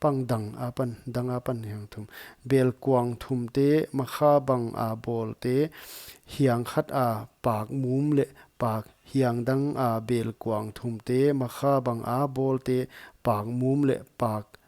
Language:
Paite Chin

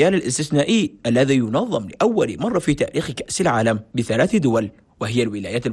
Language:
Arabic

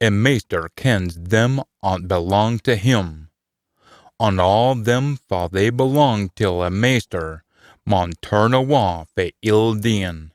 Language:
Scots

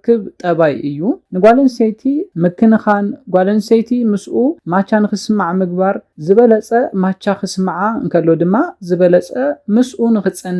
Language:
Tigrinya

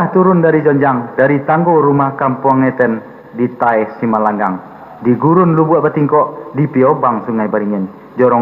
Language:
Minangkabau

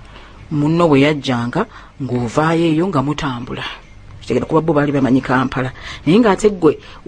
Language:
Ganda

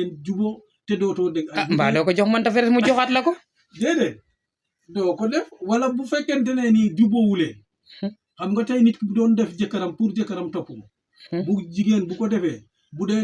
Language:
Wolof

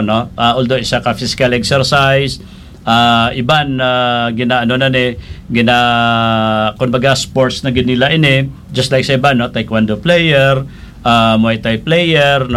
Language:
Hiligaynon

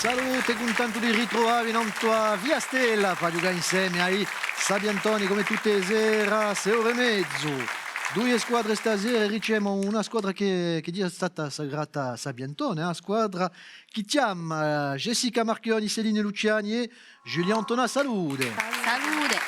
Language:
Corsican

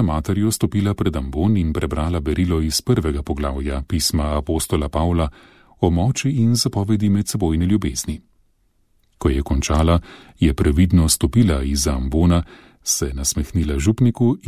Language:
Slovenian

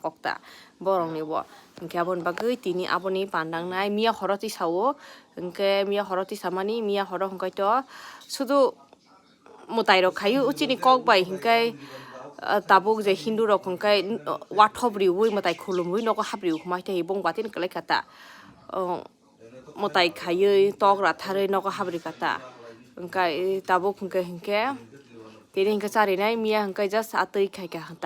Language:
Kok Borok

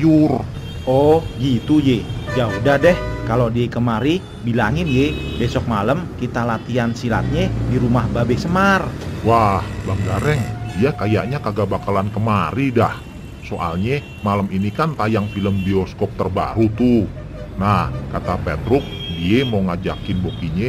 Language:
Betawi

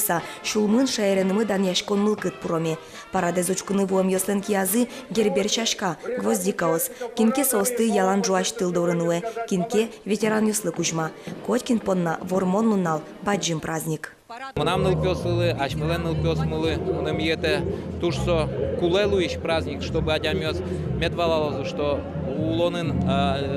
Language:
Udmurt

